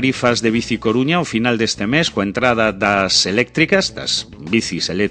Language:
Galician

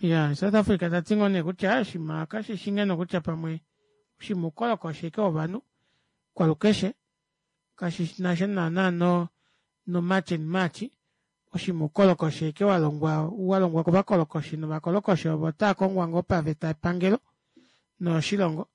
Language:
Kuanyama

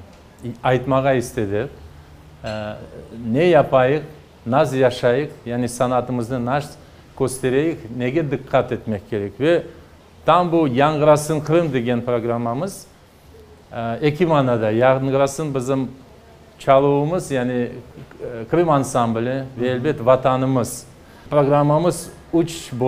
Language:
Crimean Tatar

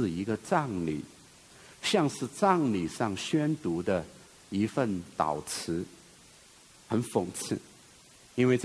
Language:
Chinese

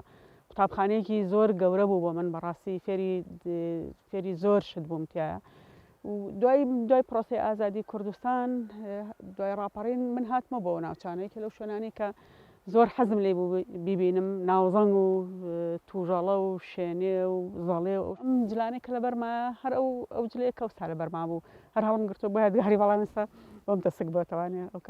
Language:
Central Kurdish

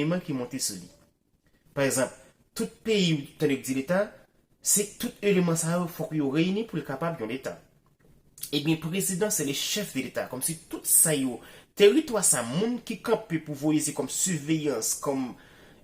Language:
Haitian Creole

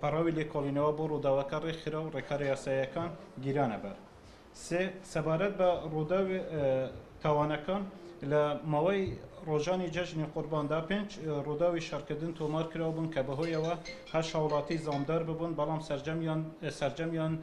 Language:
Central Kurdish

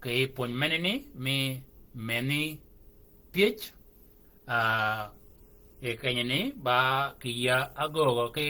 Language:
Shilluk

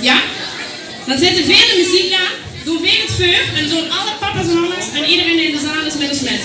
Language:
Limburgish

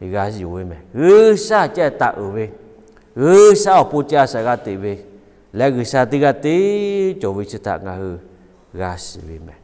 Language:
Lahu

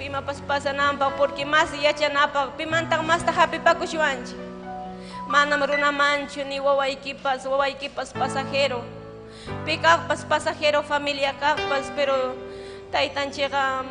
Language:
Ayacucho Quechua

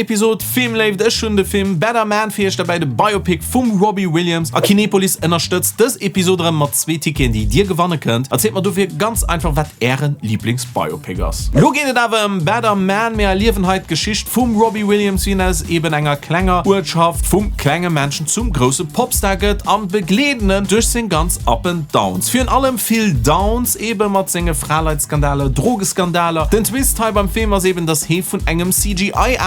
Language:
Luxembourgish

